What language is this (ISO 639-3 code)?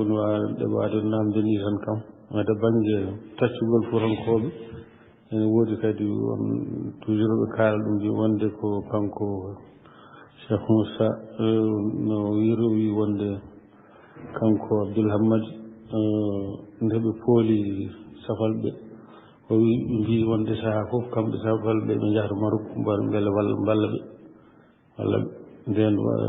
ful